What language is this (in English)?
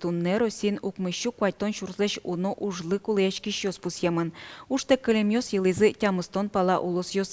Udmurt